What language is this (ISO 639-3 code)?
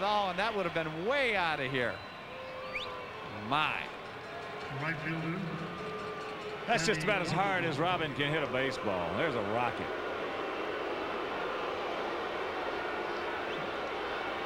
eng